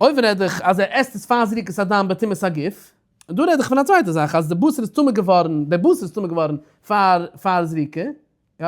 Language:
Yiddish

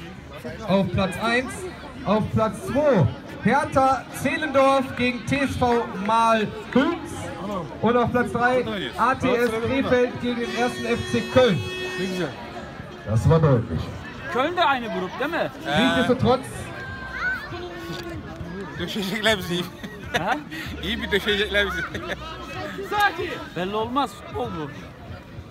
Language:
German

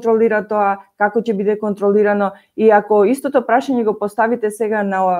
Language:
Macedonian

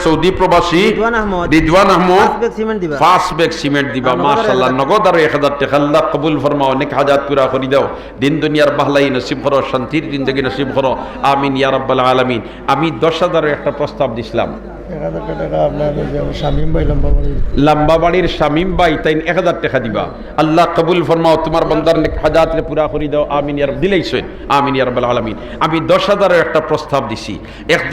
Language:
Sylheti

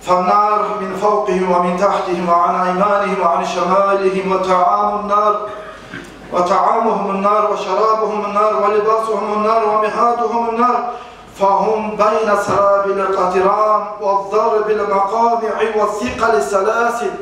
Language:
Kumyk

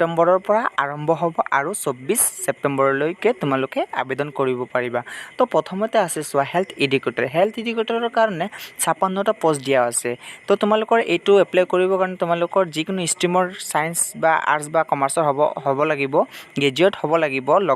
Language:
Assamese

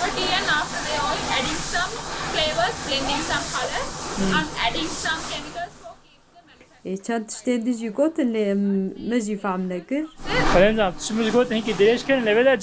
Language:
Kurdish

